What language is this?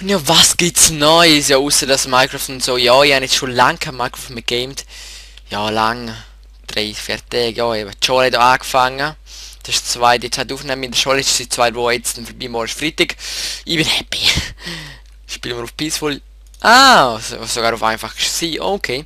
Swiss German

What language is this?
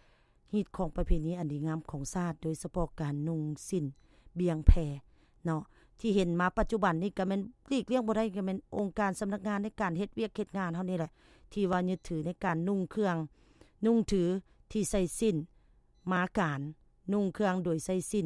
Lao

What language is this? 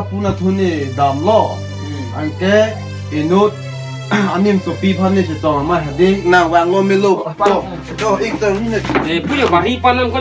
Karbi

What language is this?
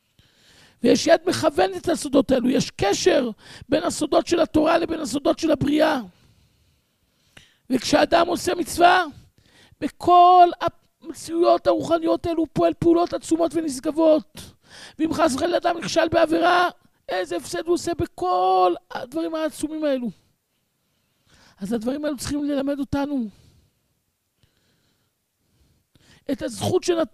Hebrew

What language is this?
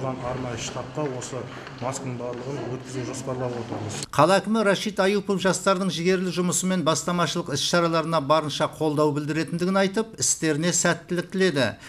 Kazakh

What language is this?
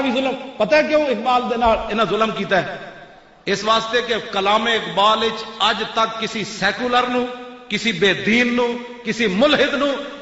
Western Panjabi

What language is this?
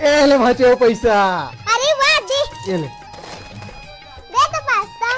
Chhattisgarhi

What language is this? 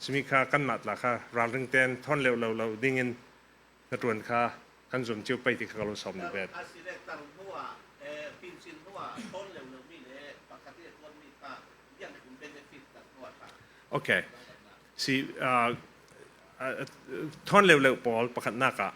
Falam Chin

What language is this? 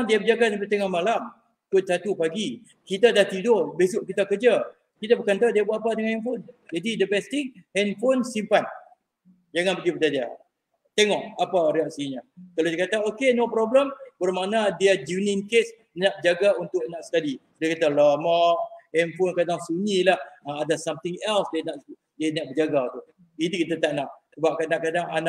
Malay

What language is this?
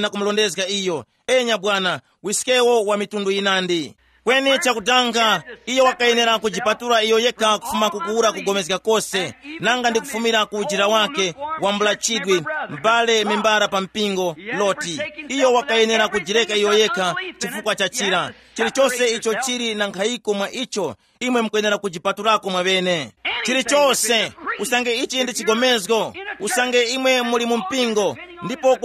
Tumbuka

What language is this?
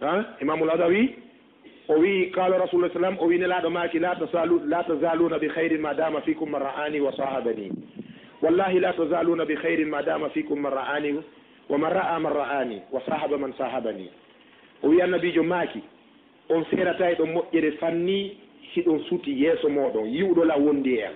Fula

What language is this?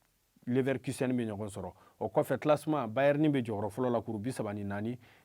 Bambara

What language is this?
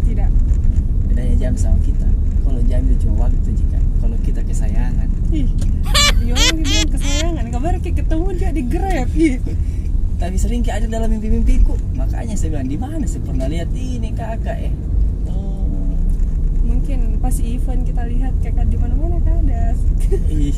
Makassar Malay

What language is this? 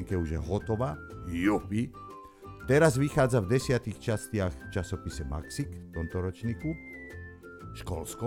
Slovak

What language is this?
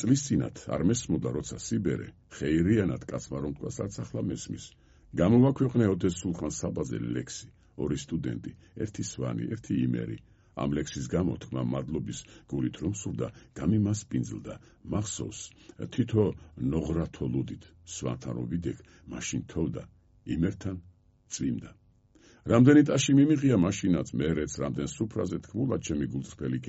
Georgian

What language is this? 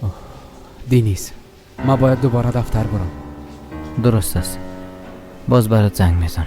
Persian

